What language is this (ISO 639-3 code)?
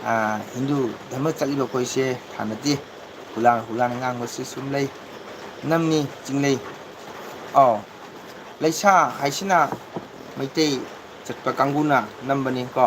mni